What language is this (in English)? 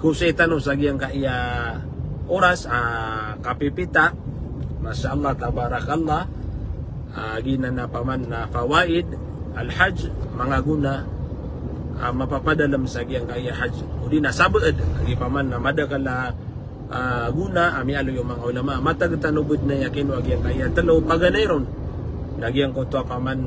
Maranao